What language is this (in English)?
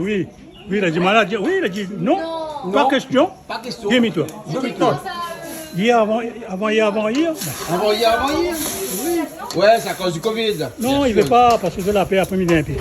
Réunion Creole French